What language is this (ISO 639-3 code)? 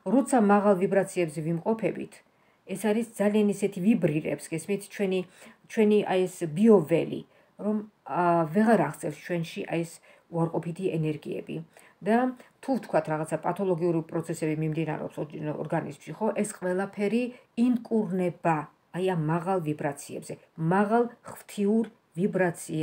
kat